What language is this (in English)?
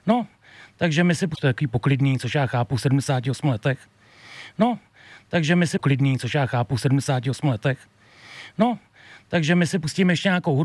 Czech